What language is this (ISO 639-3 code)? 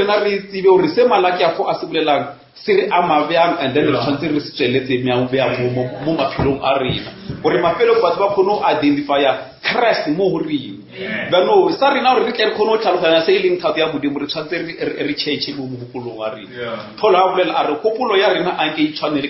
nso